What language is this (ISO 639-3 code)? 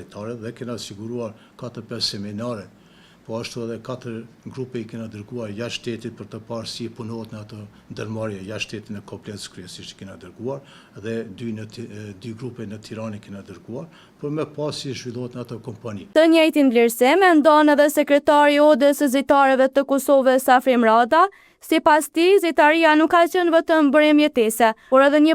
sqi